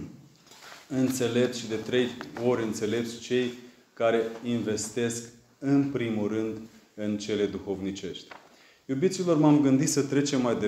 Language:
Romanian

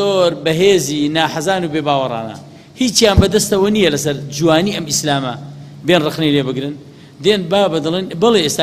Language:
Central Kurdish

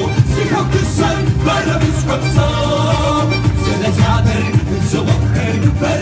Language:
Kabardian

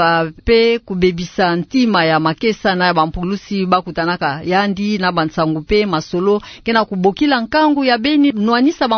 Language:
Kituba (Democratic Republic of Congo)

